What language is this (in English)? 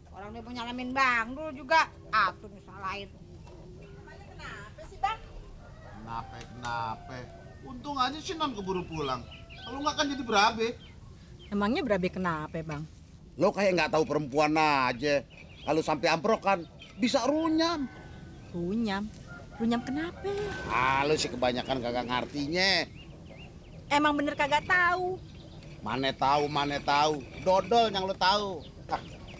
Betawi